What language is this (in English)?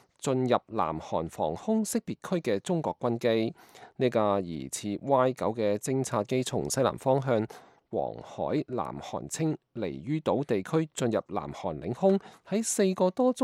Cantonese